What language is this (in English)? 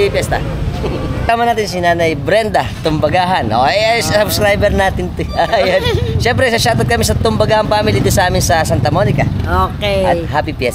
Filipino